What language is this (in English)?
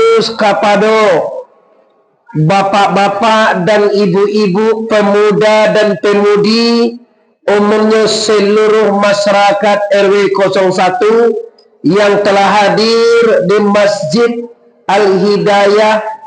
Minangkabau